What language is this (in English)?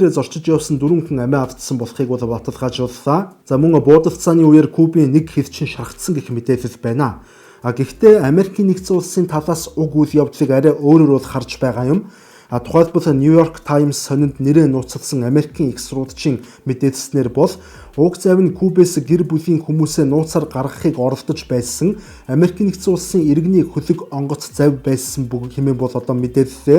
Mongolian